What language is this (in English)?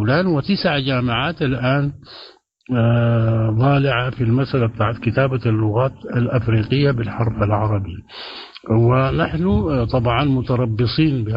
Sudanese Arabic